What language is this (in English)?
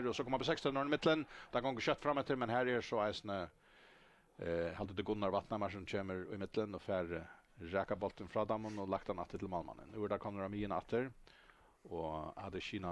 Faroese